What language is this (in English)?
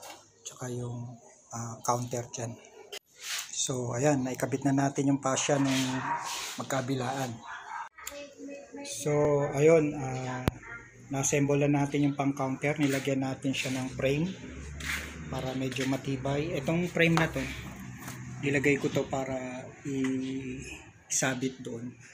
Filipino